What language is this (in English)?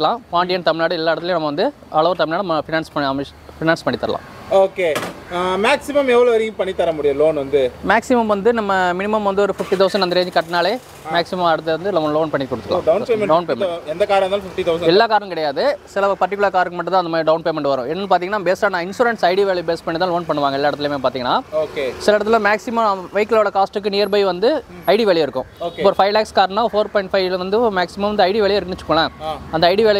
Tamil